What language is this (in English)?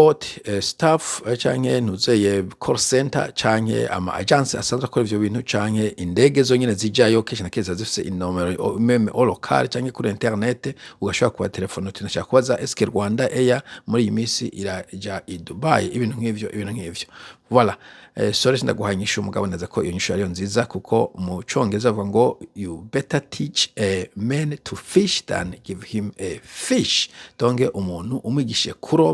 Rundi